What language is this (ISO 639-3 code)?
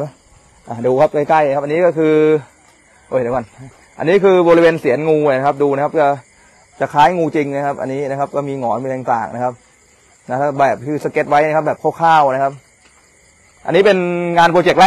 tha